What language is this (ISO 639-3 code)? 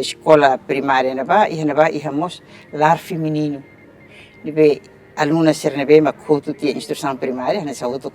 tet